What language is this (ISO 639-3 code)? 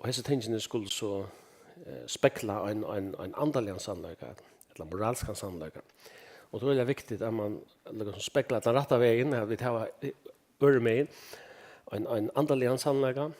fao